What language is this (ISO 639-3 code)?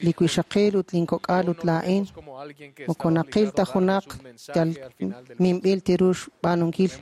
kek